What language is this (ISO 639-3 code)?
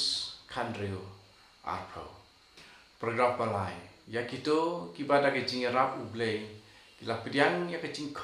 kha